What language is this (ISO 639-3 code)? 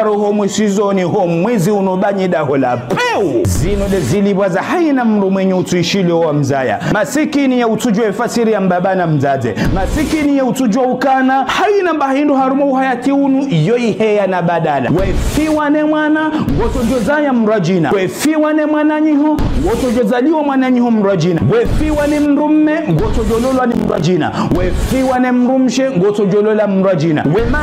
zdj